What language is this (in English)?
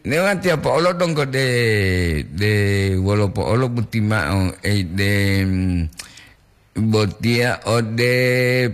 Gorontalo